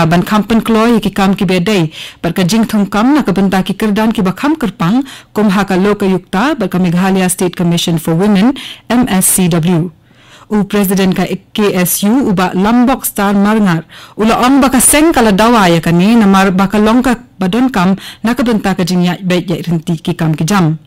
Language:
Khasi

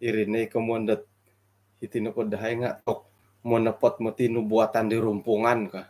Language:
Central Dusun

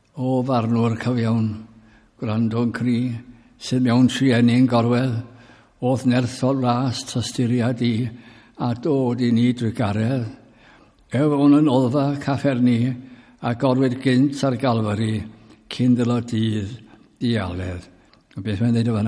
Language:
Welsh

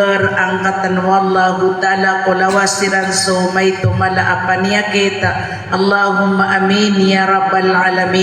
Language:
Maranao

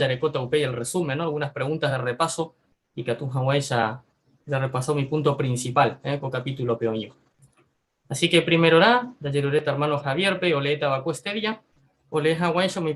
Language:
Guarani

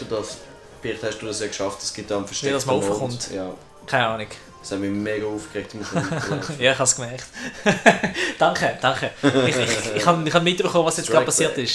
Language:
Swiss German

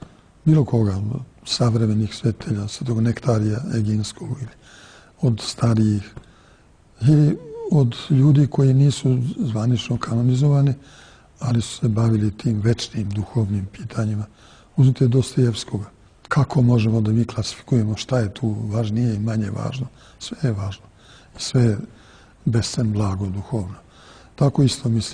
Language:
Serbian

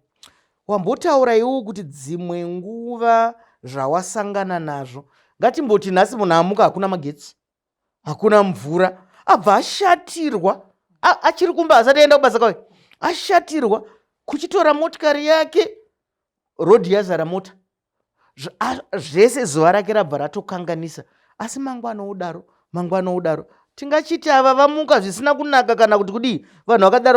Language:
Shona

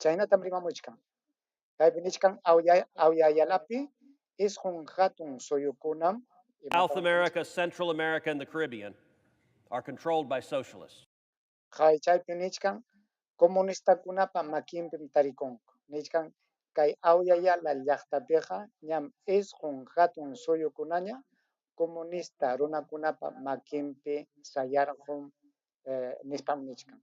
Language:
Ayacucho Quechua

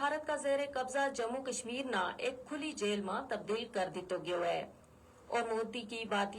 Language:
Gujari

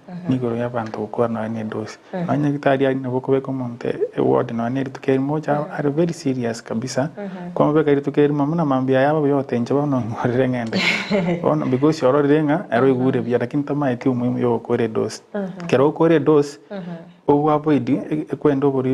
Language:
Gusii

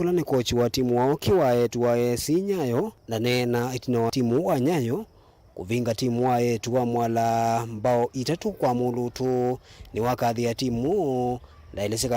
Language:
Kamba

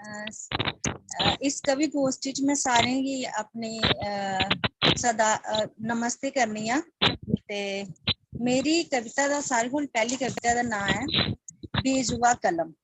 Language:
Dogri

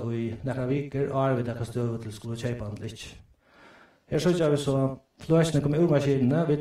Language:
Faroese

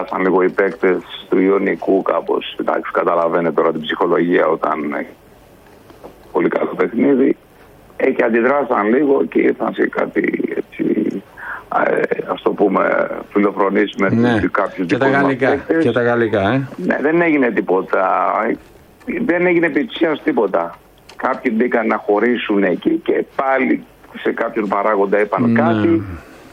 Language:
Greek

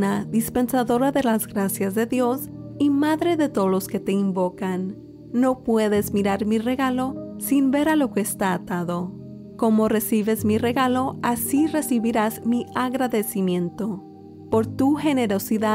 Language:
Spanish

